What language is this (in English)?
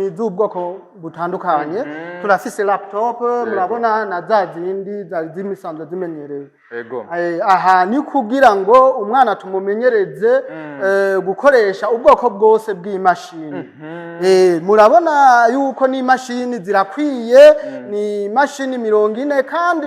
Rundi